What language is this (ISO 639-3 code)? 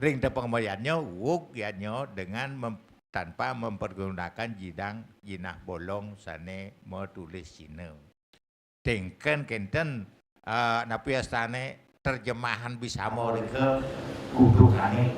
ban